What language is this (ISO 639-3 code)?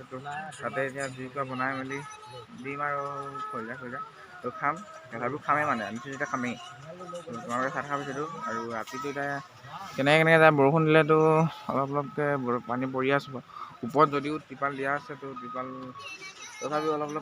asm